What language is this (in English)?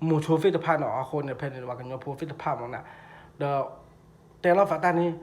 S'gaw Karen